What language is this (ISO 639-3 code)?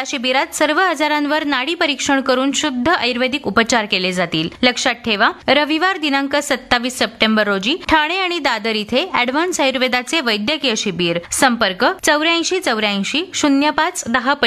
mar